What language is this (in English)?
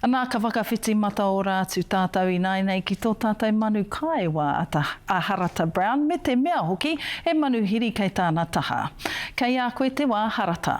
Māori